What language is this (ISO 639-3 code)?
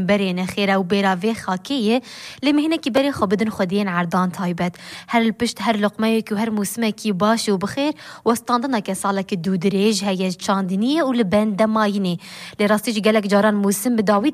kur